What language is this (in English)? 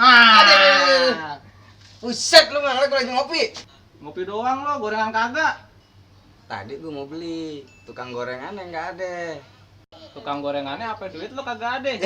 Betawi